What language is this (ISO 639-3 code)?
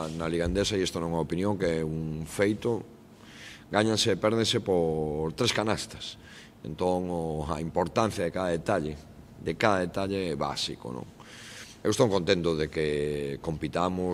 glg